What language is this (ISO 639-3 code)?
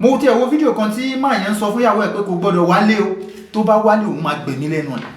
yor